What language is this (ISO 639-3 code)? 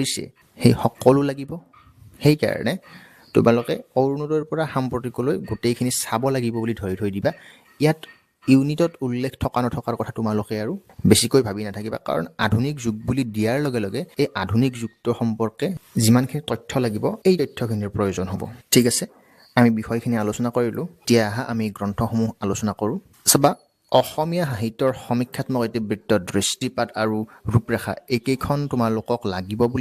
asm